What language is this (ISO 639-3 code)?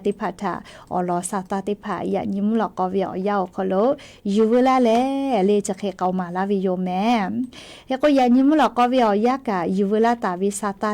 lhu